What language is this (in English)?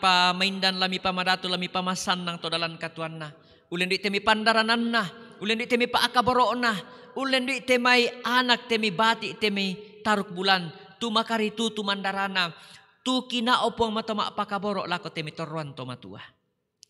Toraja-Sa'dan